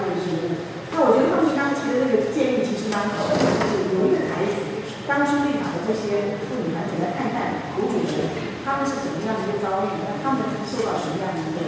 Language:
Chinese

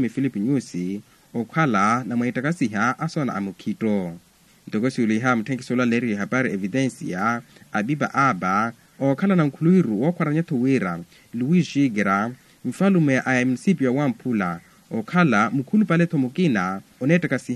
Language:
Makhuwa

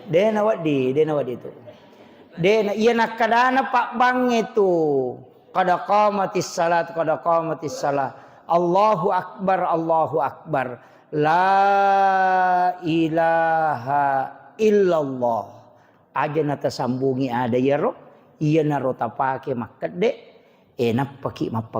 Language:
Buginese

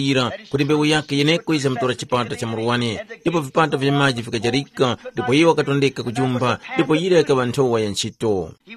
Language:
Tumbuka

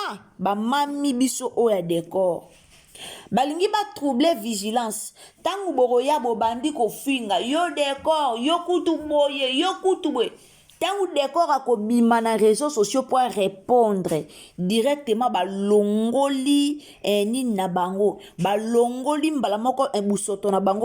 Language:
Lingala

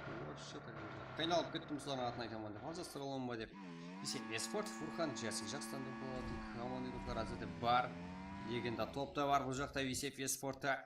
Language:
Kara-Kalpak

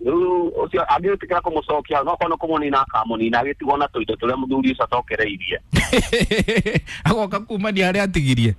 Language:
Kikuyu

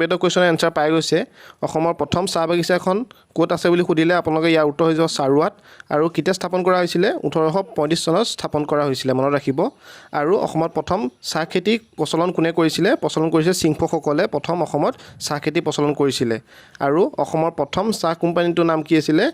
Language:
Assamese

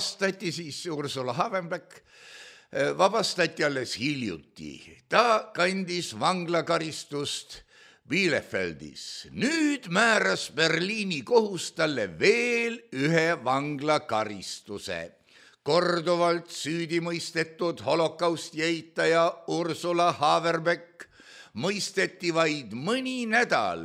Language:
Estonian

